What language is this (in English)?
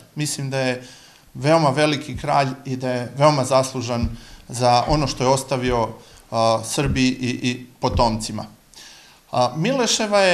Serbian